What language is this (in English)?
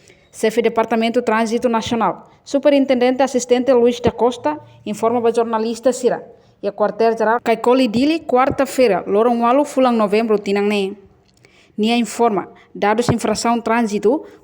Tetum